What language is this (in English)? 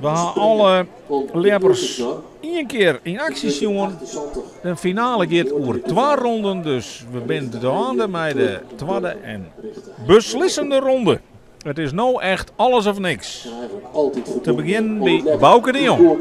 Western Frisian